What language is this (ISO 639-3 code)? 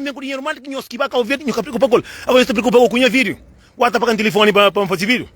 kea